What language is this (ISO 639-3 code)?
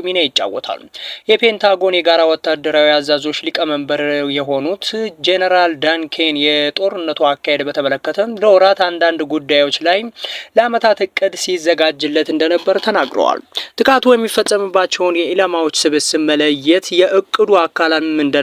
amh